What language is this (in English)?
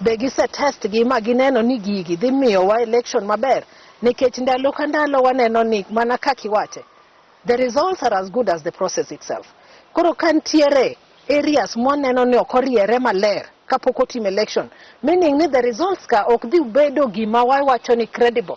Luo (Kenya and Tanzania)